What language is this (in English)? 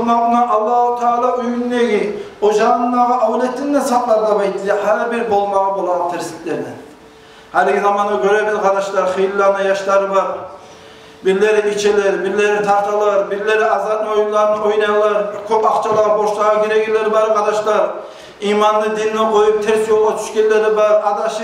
Kumyk